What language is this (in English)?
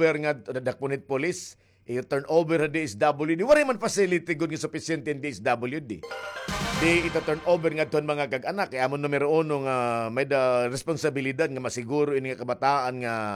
Waray